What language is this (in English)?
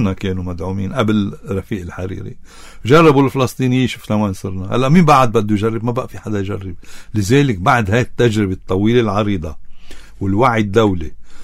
North Levantine Arabic